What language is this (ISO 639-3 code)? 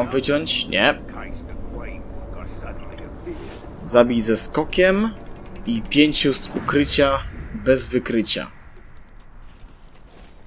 pol